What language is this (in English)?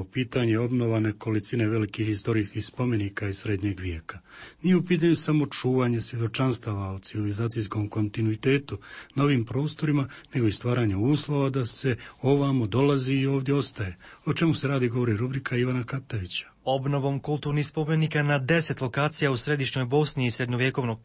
Bosnian